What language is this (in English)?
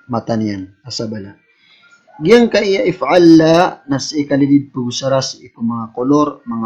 Maranao